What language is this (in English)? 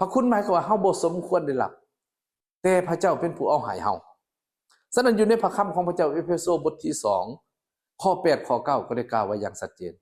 Lao